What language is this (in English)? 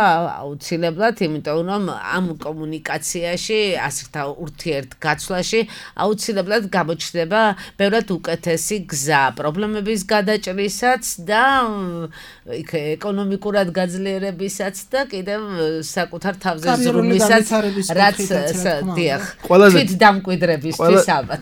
Georgian